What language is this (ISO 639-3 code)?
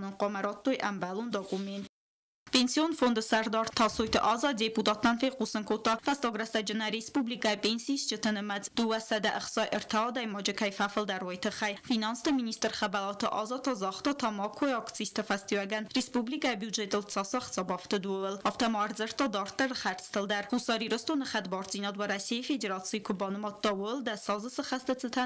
oss